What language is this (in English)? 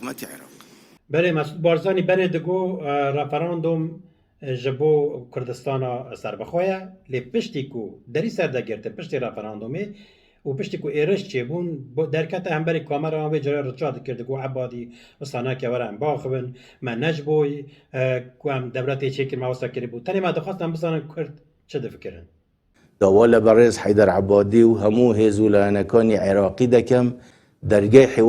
Kurdish